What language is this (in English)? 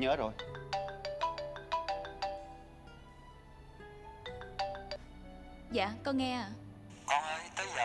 Vietnamese